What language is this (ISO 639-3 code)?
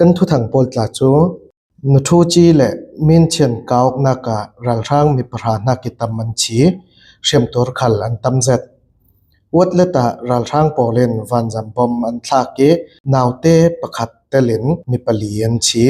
cfm